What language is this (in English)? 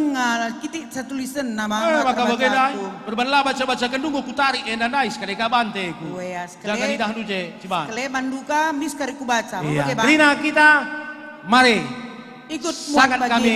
Batak Karo